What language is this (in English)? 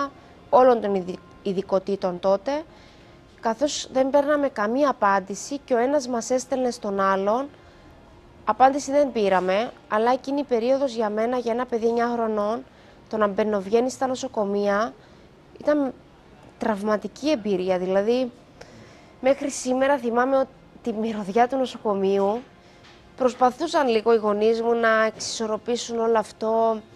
Greek